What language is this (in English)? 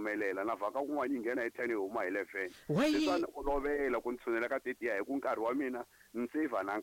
Tsonga